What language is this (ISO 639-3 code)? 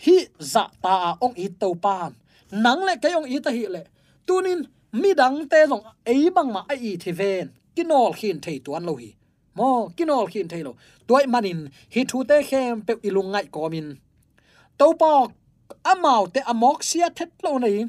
ctd